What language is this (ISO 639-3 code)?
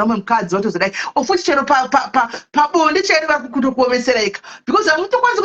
sna